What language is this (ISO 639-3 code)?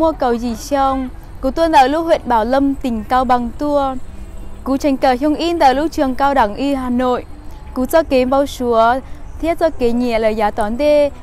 hmn